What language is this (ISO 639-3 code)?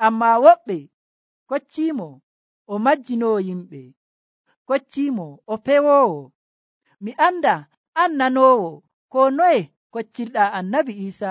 fuv